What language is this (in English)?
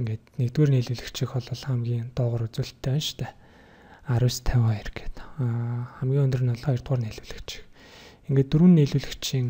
Mongolian